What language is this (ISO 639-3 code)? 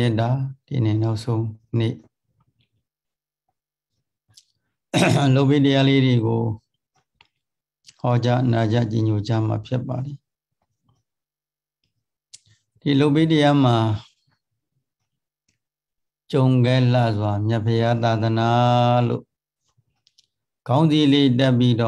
mya